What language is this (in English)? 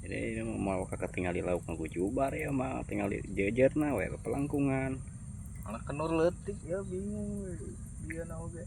Sundanese